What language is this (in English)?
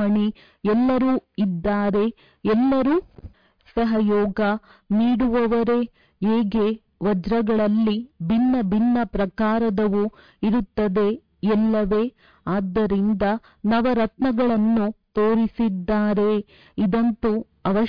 Kannada